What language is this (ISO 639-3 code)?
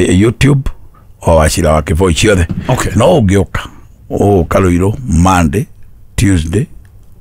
kik